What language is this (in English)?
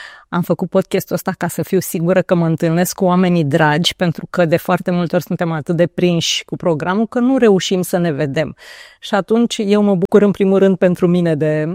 Romanian